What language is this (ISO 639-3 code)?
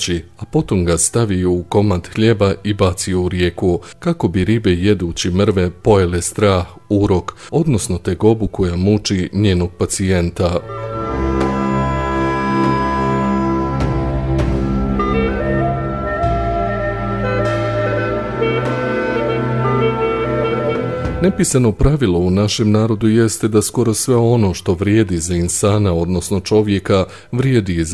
bos